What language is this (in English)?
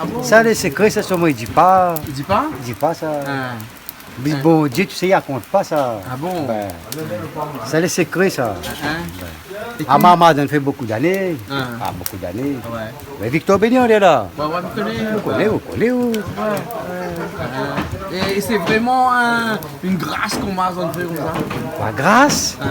Réunion Creole French